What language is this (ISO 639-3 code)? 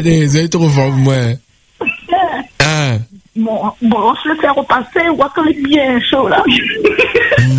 fra